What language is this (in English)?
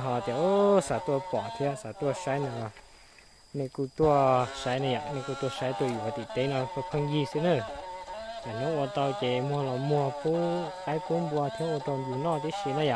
Hmong